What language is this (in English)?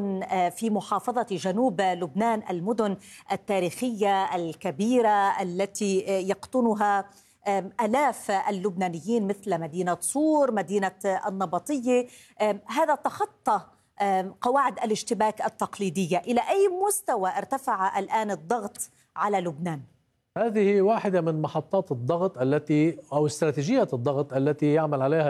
Arabic